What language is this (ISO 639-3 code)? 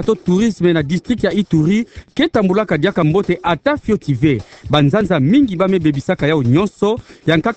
ktu